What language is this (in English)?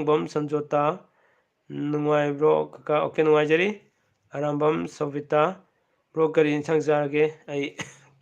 Manipuri